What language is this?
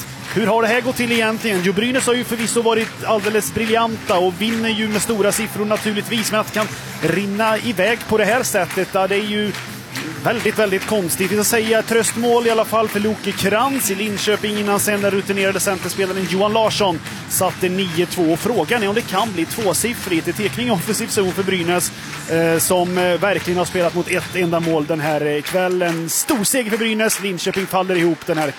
Swedish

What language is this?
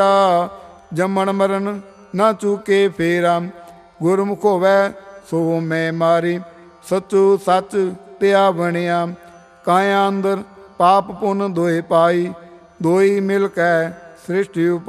Punjabi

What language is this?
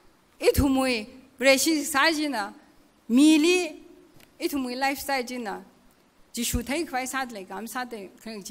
Tangkhul Naga (India)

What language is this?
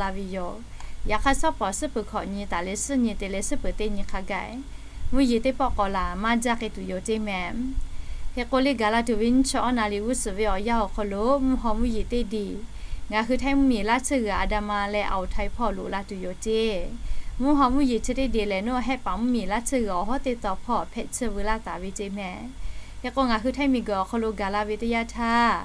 Lahu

